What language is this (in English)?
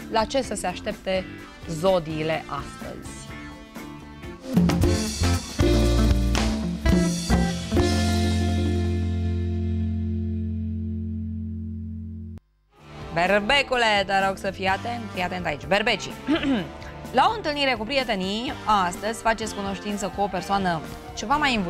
Romanian